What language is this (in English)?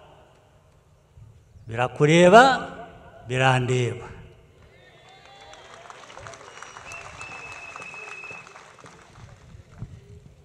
Kinyarwanda